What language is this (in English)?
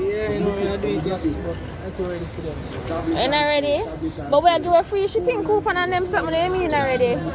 Jamaican Creole English